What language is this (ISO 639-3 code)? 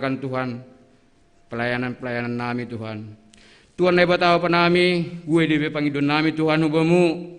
bts